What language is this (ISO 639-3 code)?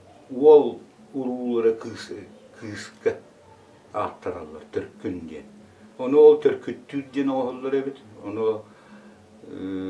sah